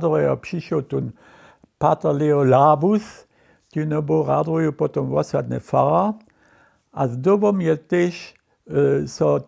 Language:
Upper Sorbian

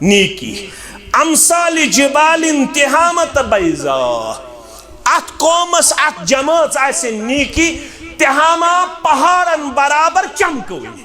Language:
Kashmiri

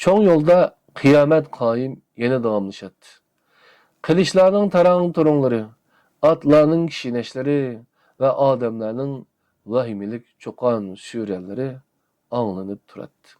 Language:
Uyghur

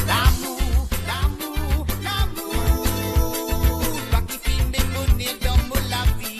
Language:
Morisyen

